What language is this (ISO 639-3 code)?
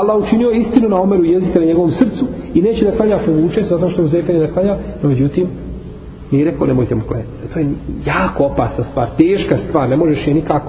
bos